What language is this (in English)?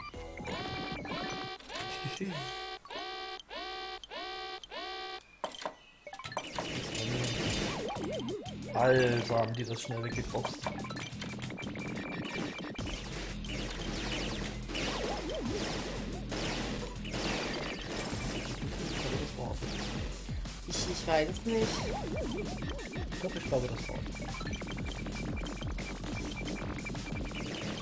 German